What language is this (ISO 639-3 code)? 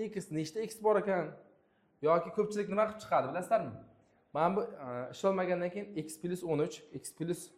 uzb